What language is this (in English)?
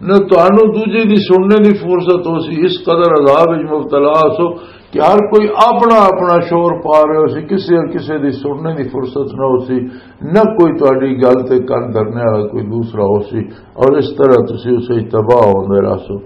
Western Panjabi